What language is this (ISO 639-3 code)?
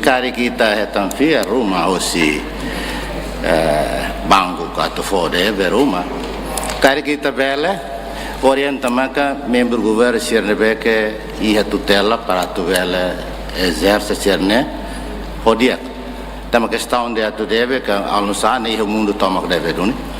tet